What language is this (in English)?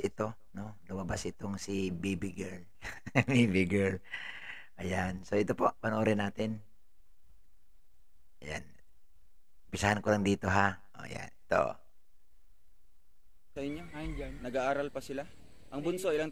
Filipino